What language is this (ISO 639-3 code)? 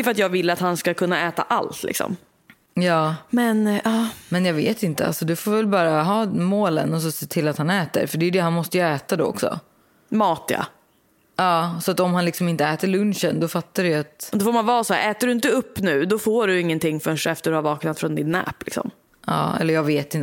swe